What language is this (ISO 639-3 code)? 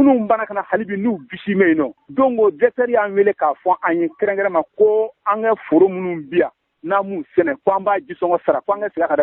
bam